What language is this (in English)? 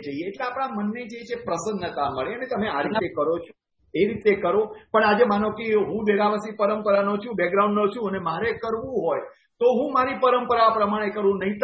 Gujarati